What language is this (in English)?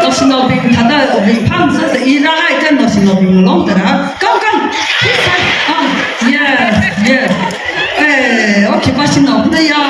Tangkhul Naga (India)